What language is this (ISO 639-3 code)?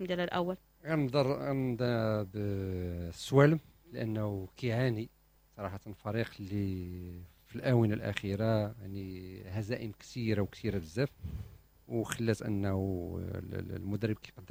ary